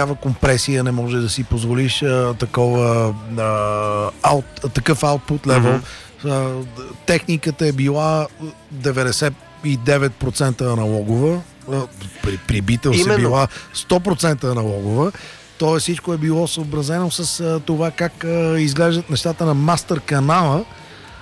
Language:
Bulgarian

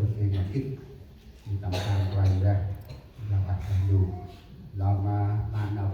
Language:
Central Mnong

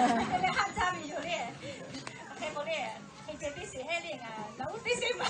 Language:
Lahu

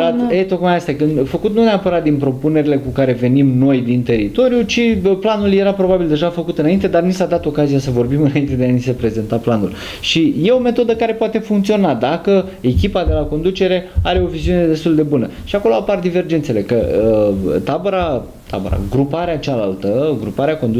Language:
Romanian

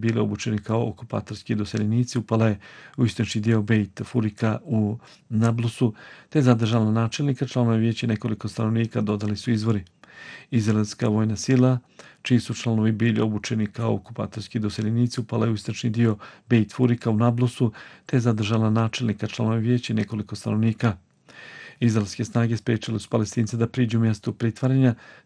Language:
Bosnian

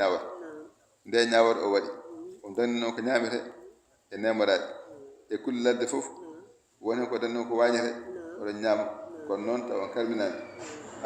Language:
Fula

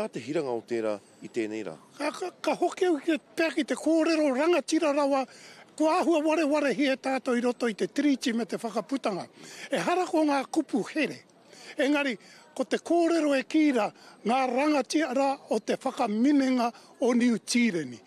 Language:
Māori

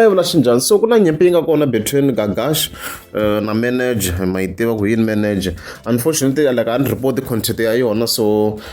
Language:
Tsonga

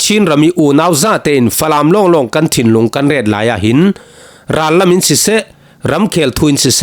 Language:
Falam Chin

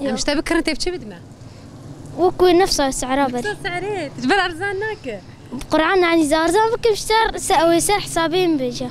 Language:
North Levantine Arabic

